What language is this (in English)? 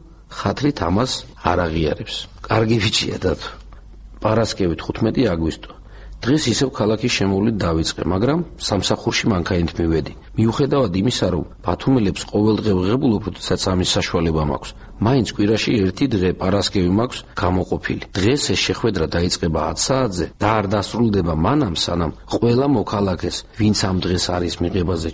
Georgian